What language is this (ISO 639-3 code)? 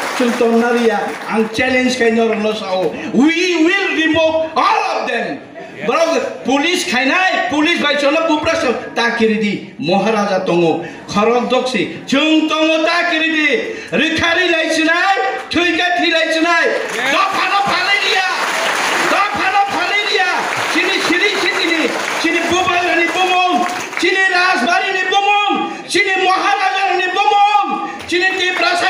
trp